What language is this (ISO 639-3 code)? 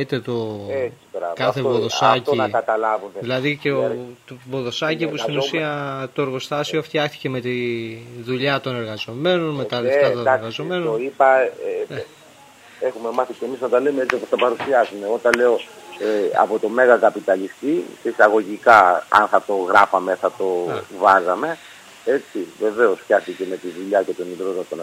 ell